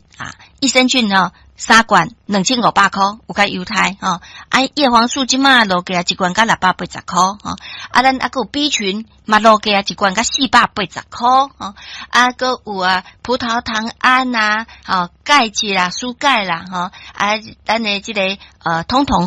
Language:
Min Nan Chinese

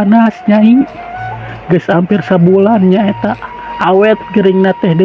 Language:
Sundanese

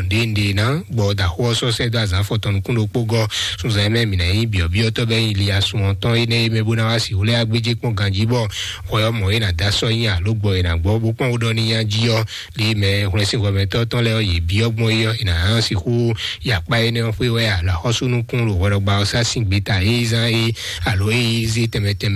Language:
Fon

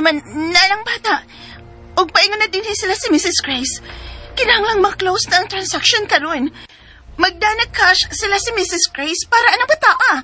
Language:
Cebuano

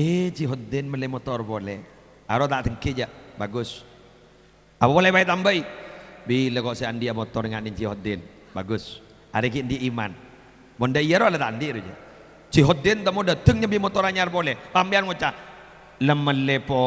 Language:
Madurese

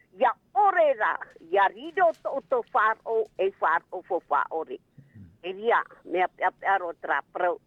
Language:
Tahitian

